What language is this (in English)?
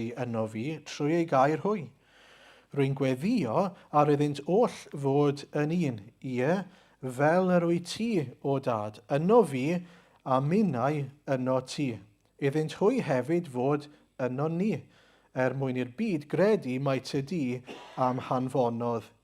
Welsh